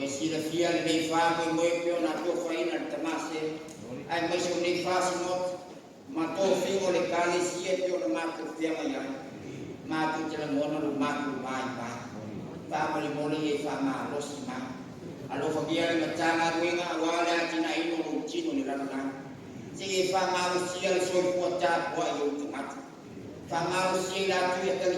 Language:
Samoan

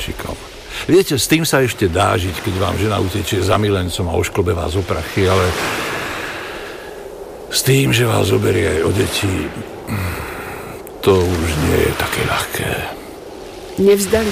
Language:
Slovak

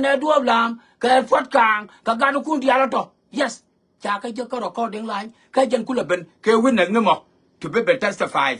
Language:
Nuer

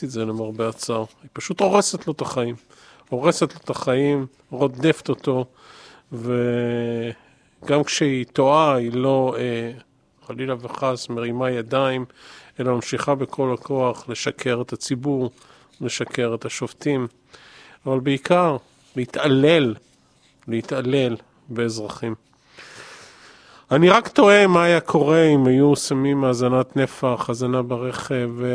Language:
Hebrew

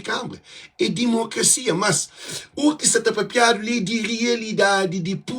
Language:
Kabuverdianu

